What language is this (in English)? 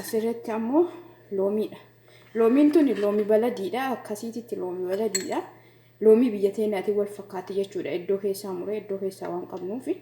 Oromo